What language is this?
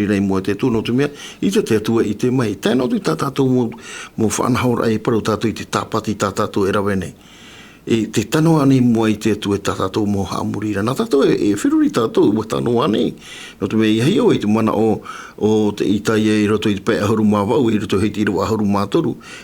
Tahitian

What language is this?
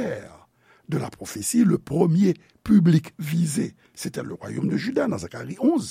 Haitian Creole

